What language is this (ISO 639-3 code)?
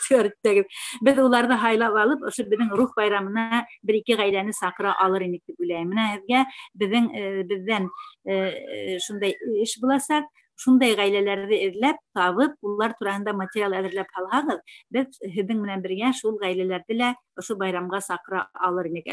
bak